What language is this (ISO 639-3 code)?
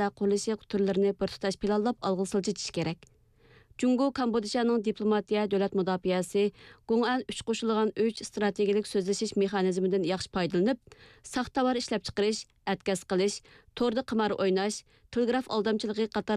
uig